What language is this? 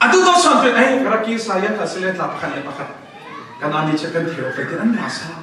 Falam Chin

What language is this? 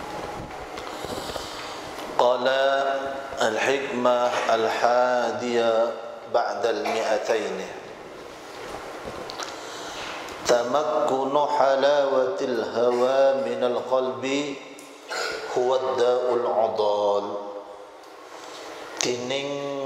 Madurese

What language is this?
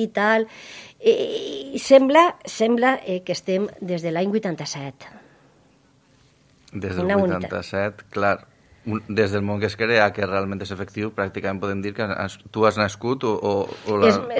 Catalan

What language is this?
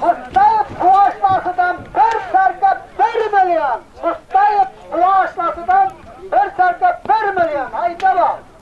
Turkmen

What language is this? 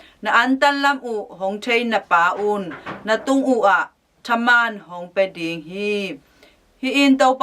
Tedim Chin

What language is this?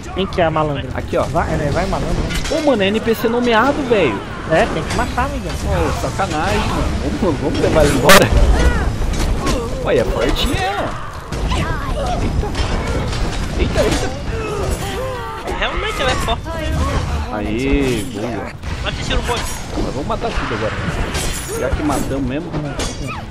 Portuguese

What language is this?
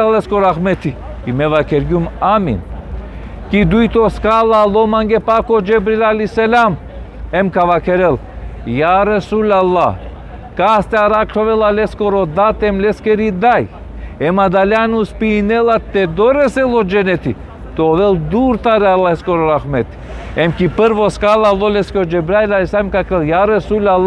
Balkan Romani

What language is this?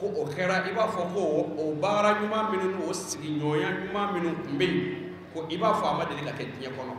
Bambara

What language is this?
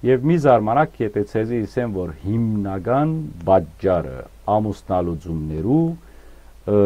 Western Armenian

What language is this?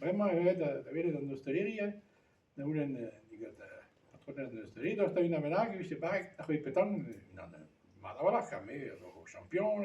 Breton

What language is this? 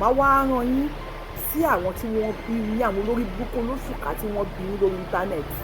Yoruba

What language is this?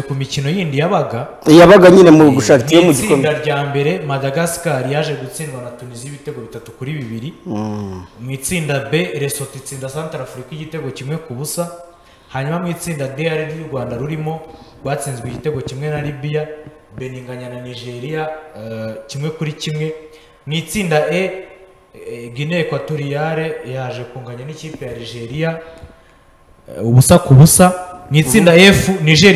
Kinyarwanda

